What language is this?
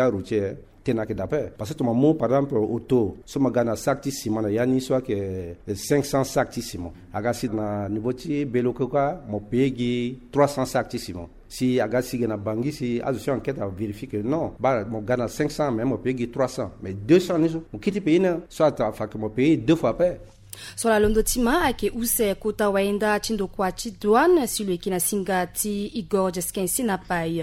Sango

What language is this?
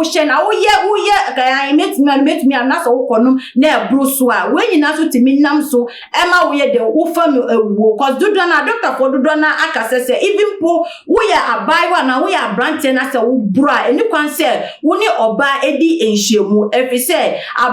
Akan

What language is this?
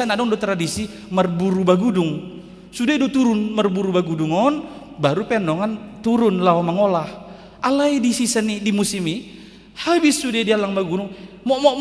Batak Toba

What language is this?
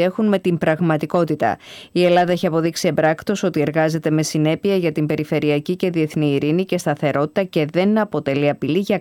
Greek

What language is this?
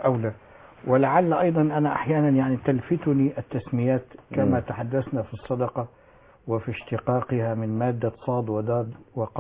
Arabic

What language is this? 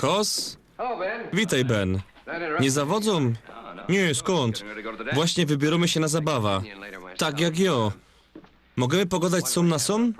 Silesian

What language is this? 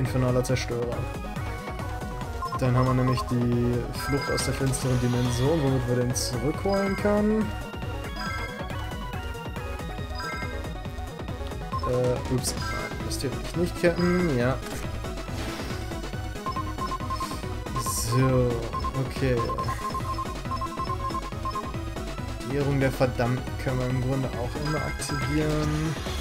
German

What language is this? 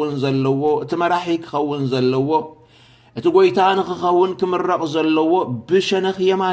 Tigrinya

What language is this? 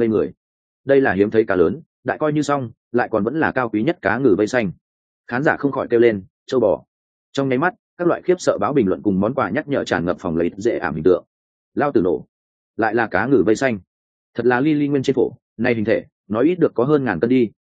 Vietnamese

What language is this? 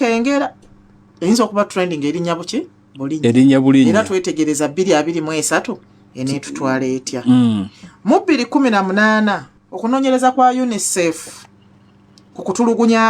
Ganda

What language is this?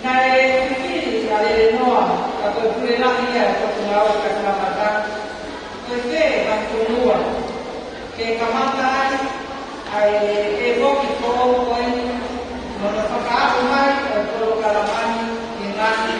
Tongan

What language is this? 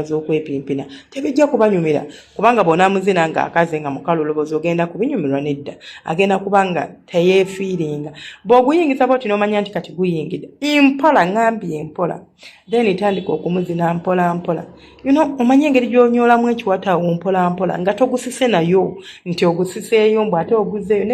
Ganda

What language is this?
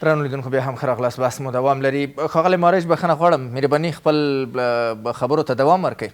Pashto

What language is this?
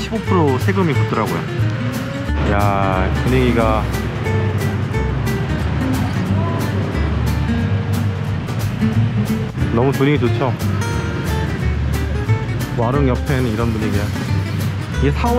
Korean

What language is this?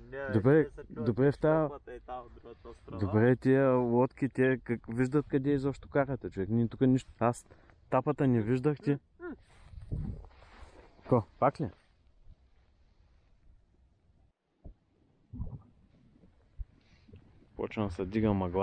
Bulgarian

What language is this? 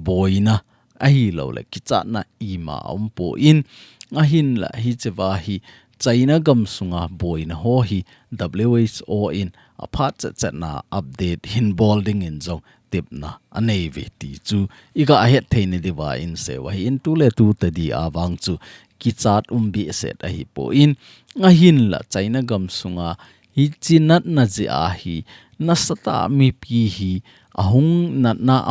Thado Chin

